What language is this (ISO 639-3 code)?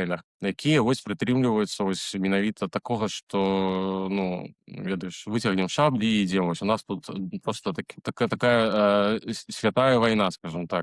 bel